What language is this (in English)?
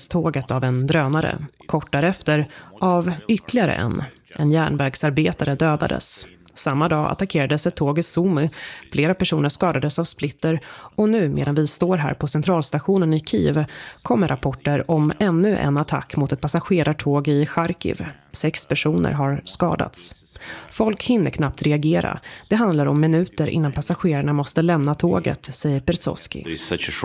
Swedish